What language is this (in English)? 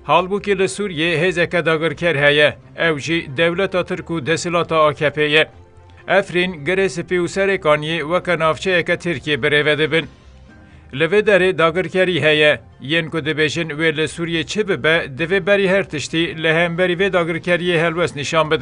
Kurdish